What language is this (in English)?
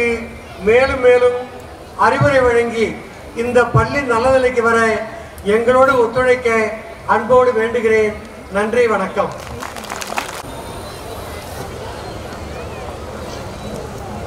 Tamil